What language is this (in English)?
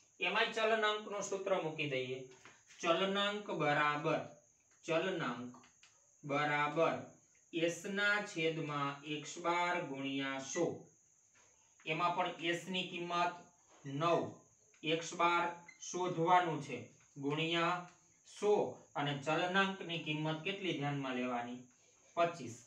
Gujarati